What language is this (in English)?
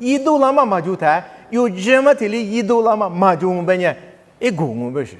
Lisu